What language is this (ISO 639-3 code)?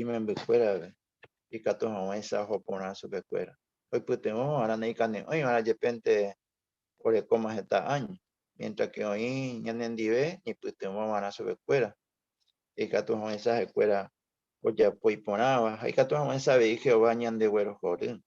grn